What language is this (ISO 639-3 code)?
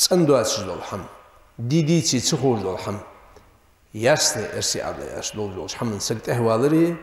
inh